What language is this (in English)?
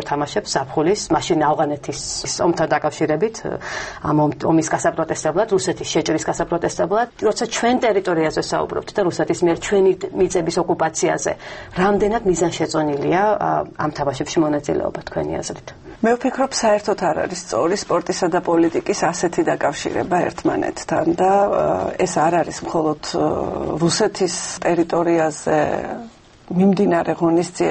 Georgian